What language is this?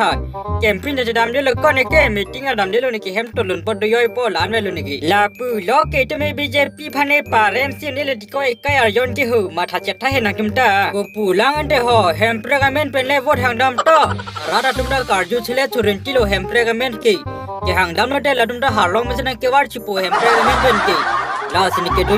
Karbi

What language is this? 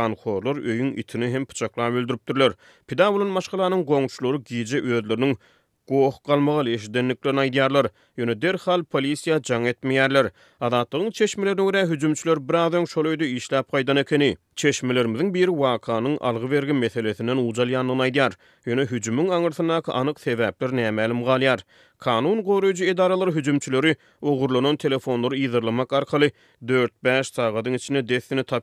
Turkmen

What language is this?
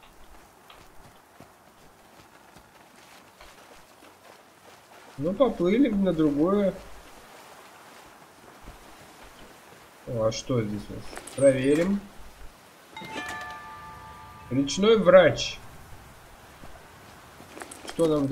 Russian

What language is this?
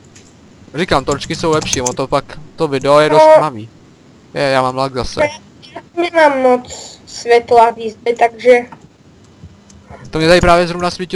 Czech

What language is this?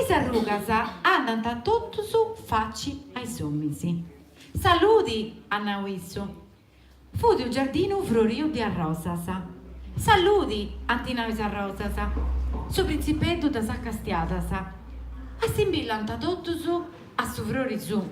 Sardinian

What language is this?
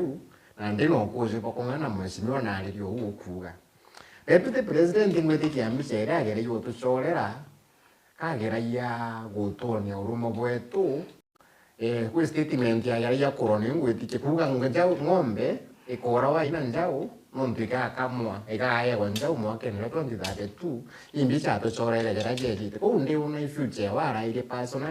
Meru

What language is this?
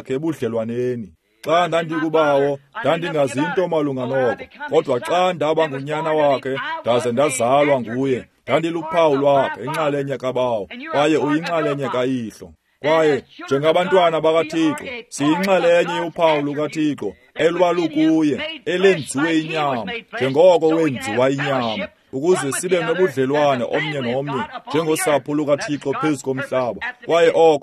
Xhosa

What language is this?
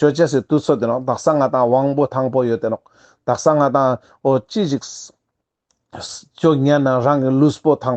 Ladakhi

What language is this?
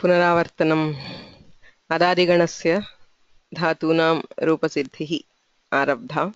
Sanskrit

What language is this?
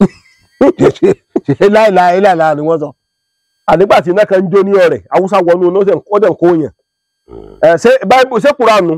Yoruba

